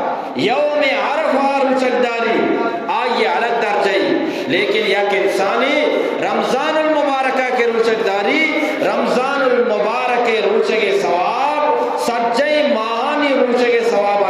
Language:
Eastern Balochi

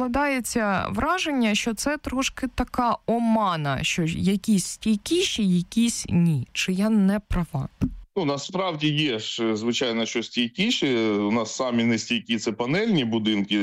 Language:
Ukrainian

